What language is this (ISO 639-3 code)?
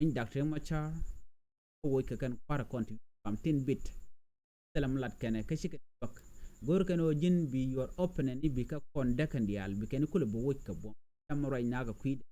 nus